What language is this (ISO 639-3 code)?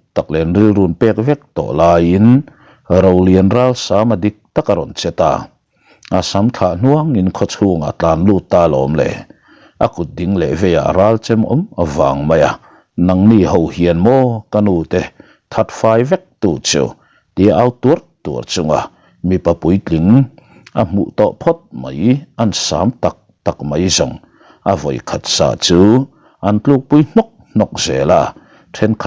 lus